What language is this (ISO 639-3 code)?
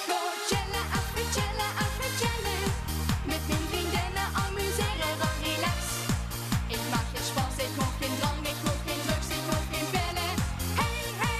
lim